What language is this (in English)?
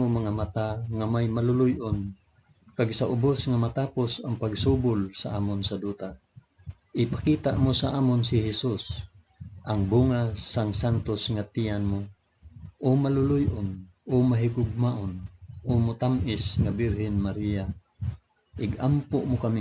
Hiligaynon